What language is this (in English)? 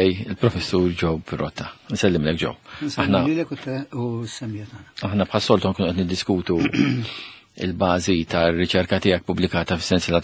Maltese